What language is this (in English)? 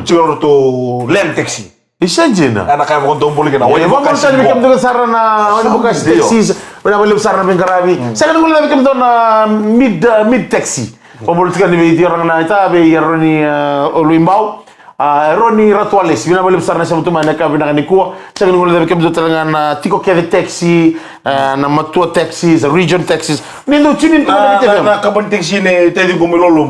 Fijian